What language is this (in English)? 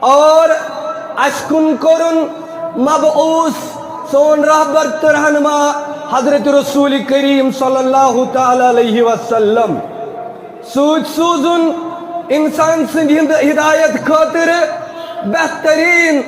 Kashmiri